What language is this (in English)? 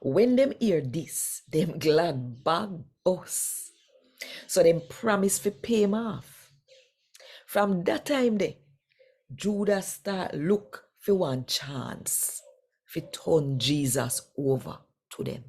Jamaican Creole English